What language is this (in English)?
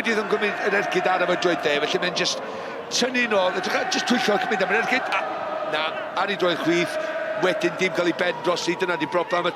Welsh